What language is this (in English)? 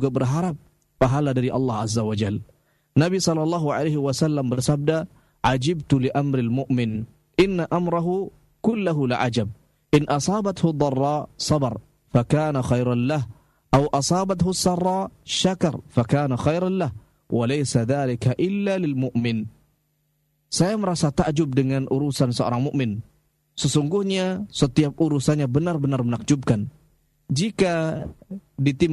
Indonesian